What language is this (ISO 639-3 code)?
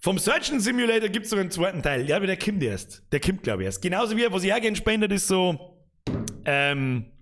bar